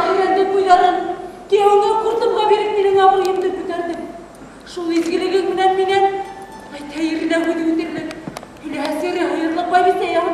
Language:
Bashkir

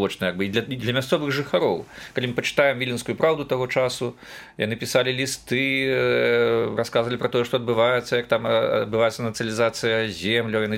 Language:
Belarusian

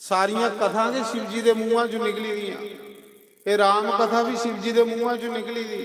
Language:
Dogri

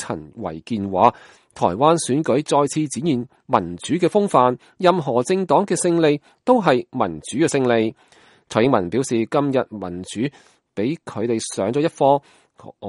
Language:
Cantonese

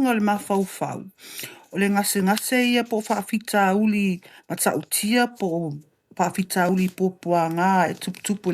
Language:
Samoan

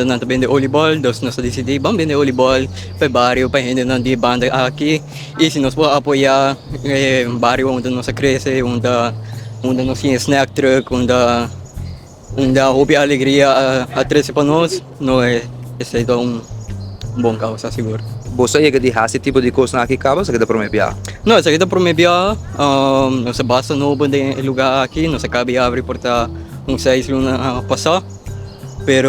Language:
Papiamento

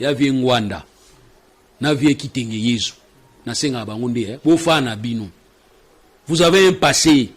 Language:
Lingala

